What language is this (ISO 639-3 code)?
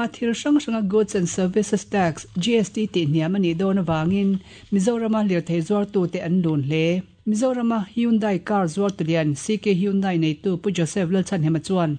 lus